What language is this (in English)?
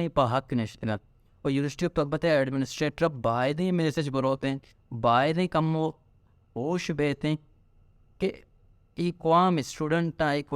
Baluchi